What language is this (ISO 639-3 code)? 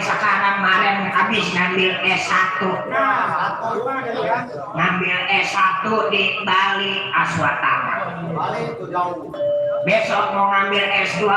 bew